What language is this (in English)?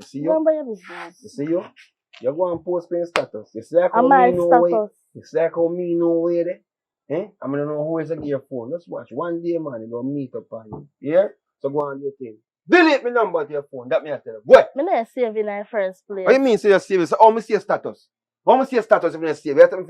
Jamaican Creole English